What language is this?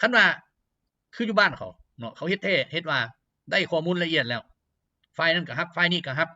Lao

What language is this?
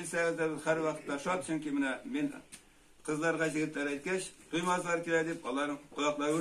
Tatar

